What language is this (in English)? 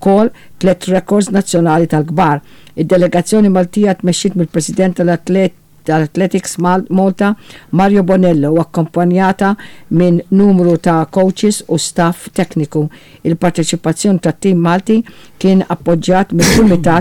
Maltese